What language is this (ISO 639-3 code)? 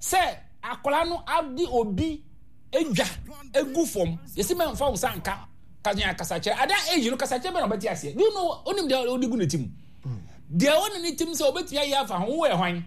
aka